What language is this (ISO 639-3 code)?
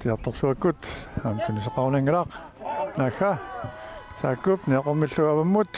kal